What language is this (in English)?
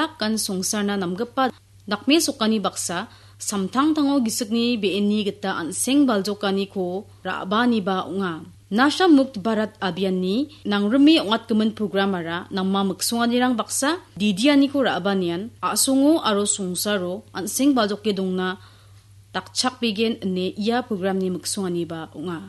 Garo